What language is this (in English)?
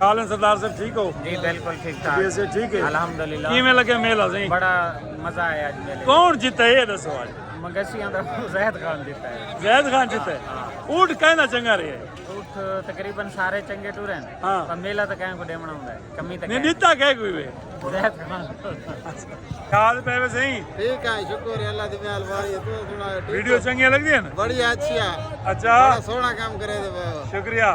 Saraiki